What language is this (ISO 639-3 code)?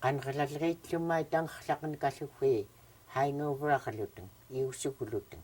esu